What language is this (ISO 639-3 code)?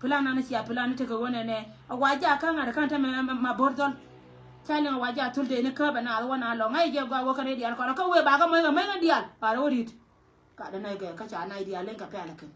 nus